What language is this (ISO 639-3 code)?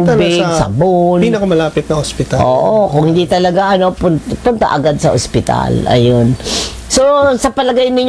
fil